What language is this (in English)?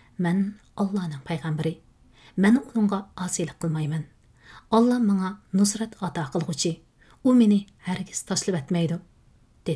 Uyghur